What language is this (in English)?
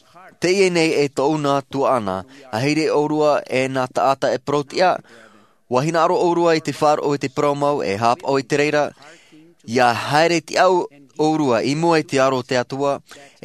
Tahitian